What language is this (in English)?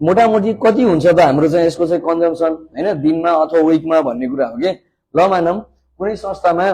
Nepali